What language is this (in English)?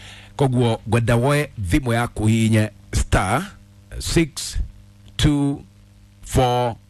Kikuyu